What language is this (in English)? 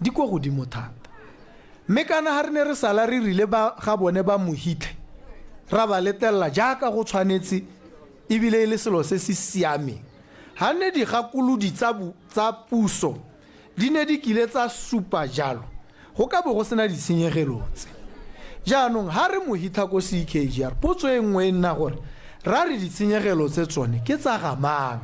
Tswana